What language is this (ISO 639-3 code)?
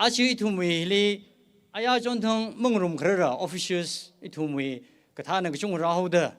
nmf